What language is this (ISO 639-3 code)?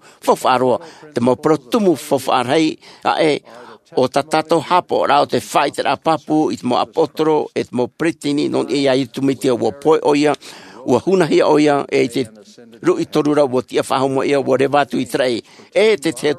tah